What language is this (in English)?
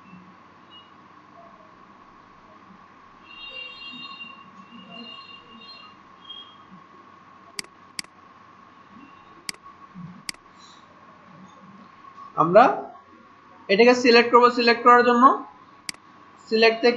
Bangla